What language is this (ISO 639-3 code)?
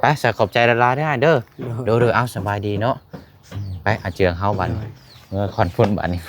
lao